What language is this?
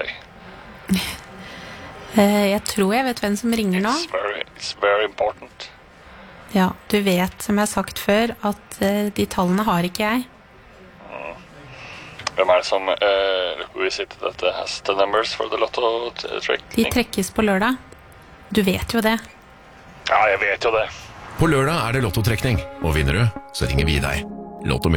Norwegian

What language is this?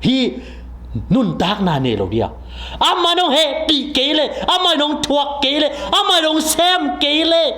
Tedim Chin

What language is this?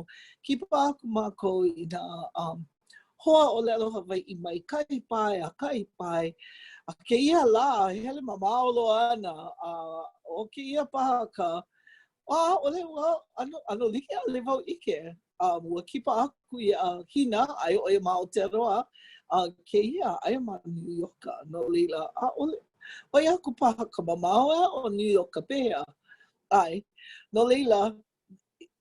Hawaiian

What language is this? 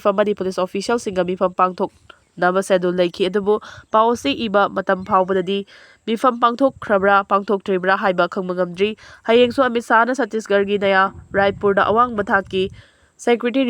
Manipuri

